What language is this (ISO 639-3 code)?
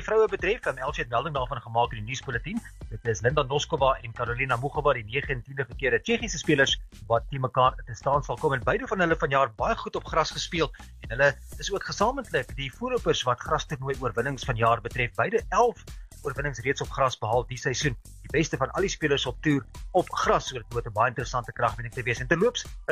afr